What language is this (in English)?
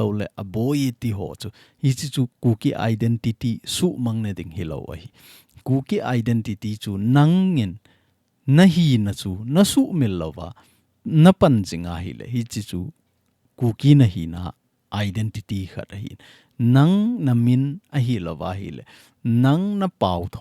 Thado Chin